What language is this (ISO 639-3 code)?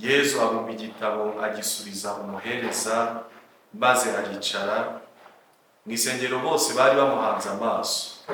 kin